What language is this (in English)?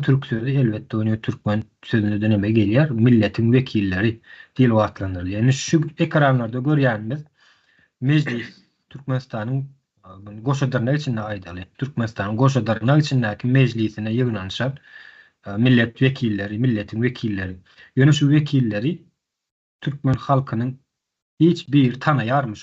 Turkmen